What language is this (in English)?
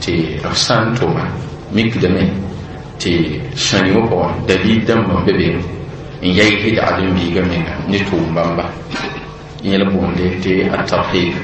Mossi